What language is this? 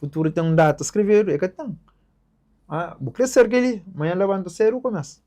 Kabuverdianu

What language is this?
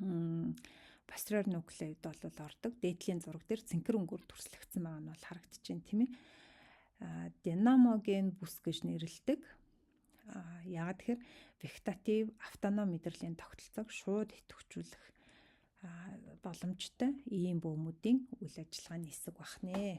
Mongolian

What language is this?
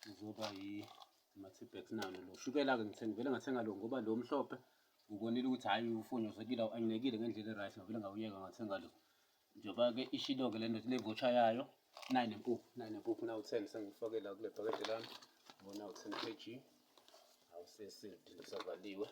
Zulu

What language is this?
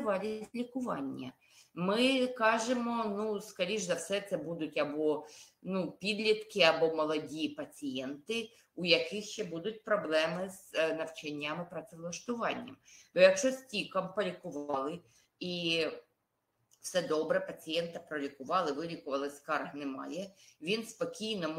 Ukrainian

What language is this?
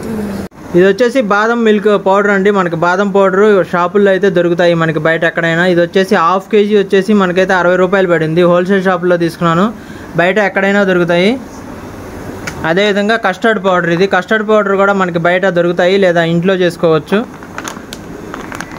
Telugu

